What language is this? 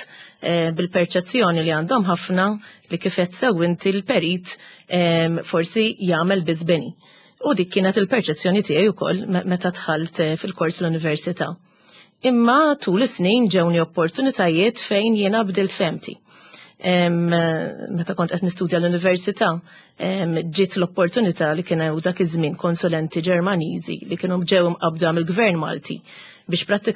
Maltese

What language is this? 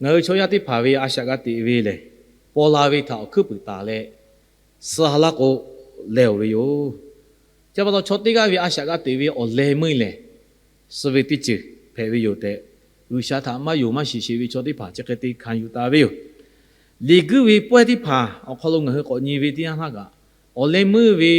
Lahu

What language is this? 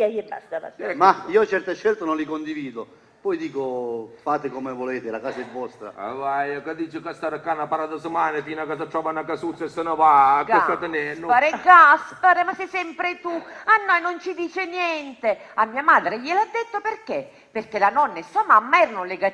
Sicilian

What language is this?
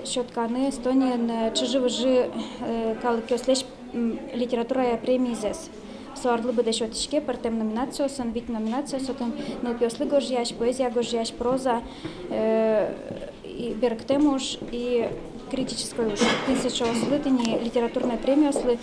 Udmurt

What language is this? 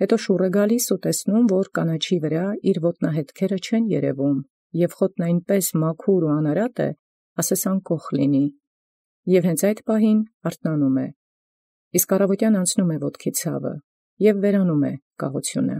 Armenian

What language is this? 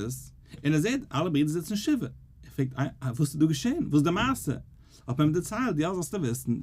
Yiddish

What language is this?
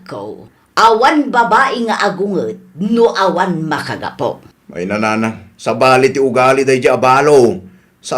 Iloko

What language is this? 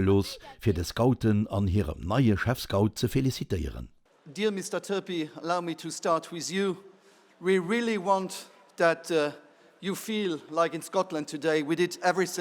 Luxembourgish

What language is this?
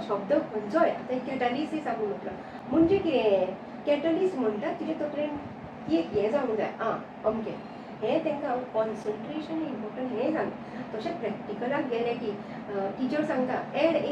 Konkani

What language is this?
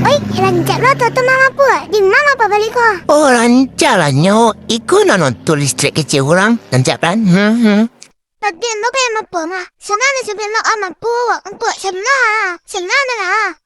Minangkabau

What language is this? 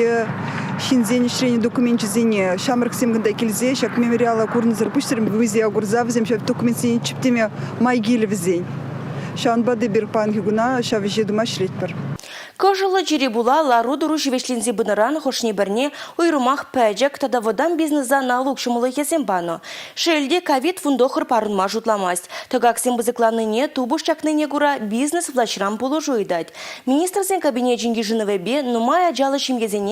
Chuvash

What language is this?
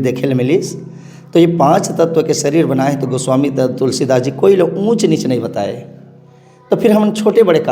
Chhattisgarhi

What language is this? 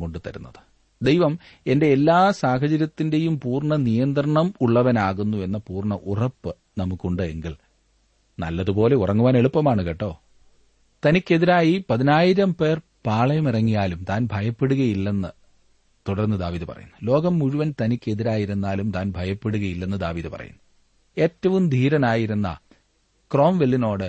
Malayalam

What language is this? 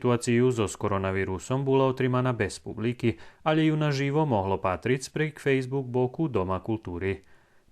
Rusyn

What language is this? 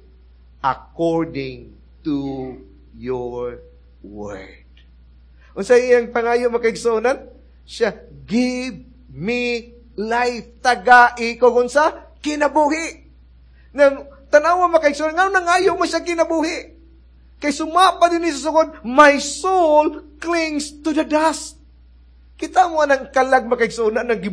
Cebuano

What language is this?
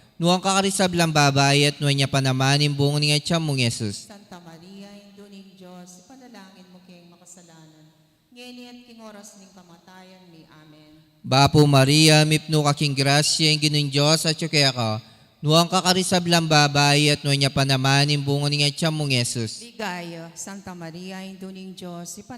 Pampanga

